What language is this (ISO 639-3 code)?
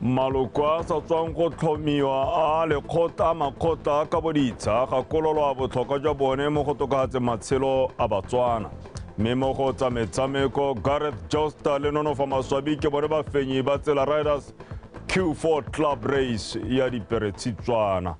tsn